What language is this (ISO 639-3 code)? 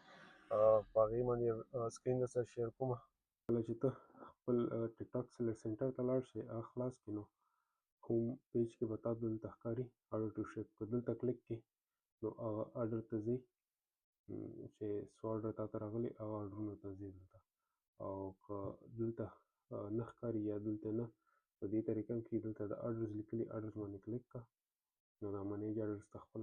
pus